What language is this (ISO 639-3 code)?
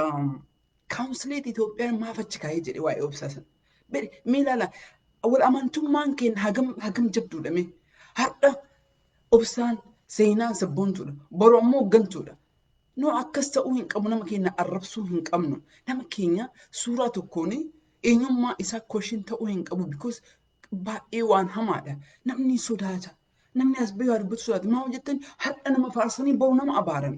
orm